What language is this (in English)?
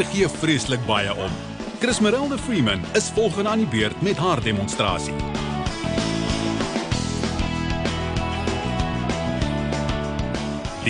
Afrikaans